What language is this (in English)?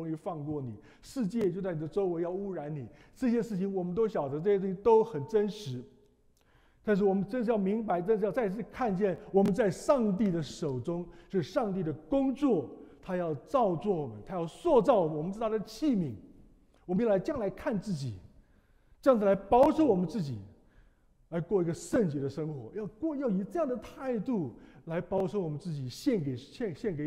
Chinese